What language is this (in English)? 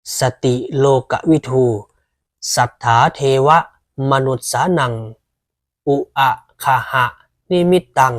Pali